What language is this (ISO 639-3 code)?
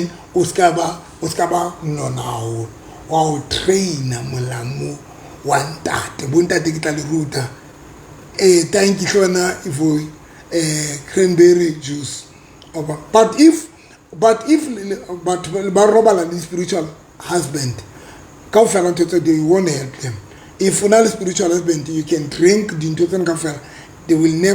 sot